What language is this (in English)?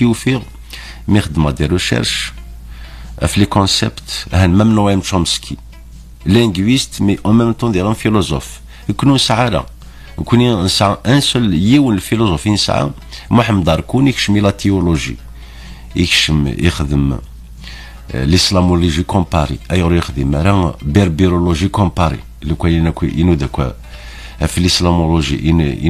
Kabyle